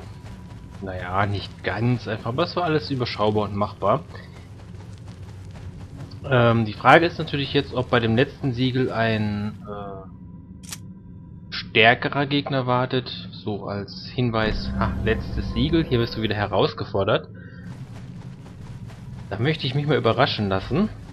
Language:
German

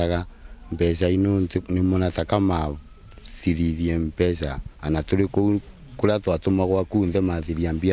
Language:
Meru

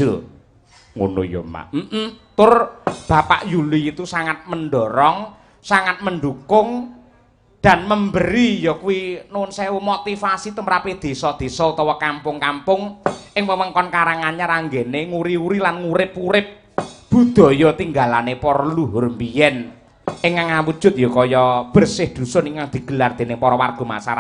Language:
Javanese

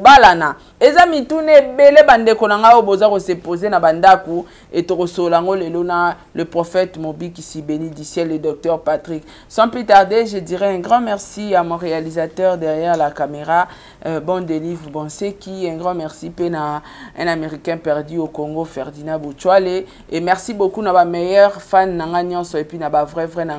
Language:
Lingala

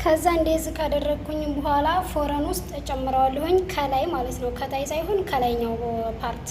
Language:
Amharic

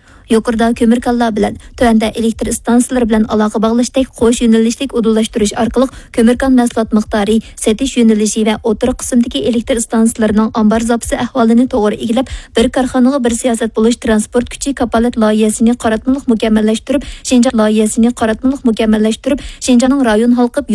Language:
Uyghur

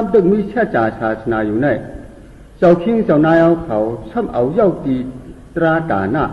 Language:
Shan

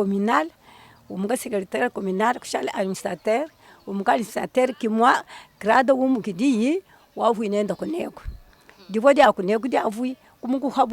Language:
Lingala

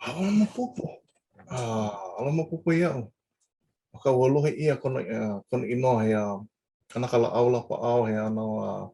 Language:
Hawaiian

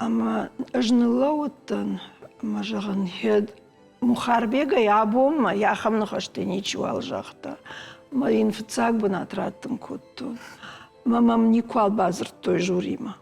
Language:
Ossetic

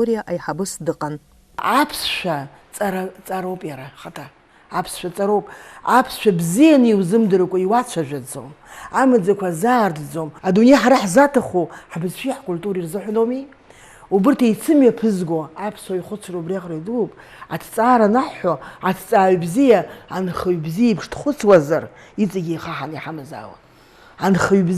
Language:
Abkhazian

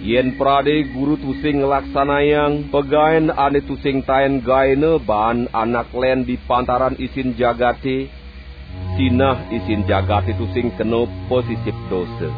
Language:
Balinese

